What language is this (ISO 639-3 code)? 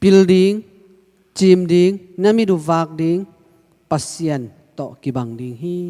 ctd